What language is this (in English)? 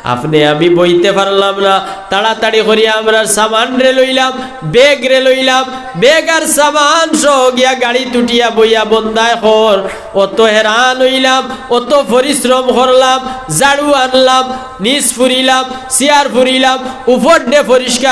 Sylheti